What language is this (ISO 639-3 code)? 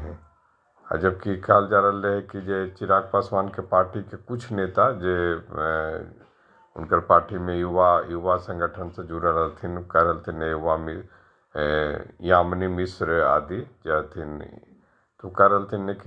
mag